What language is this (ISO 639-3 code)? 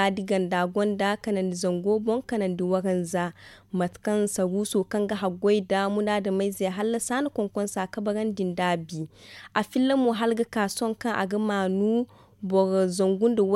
dje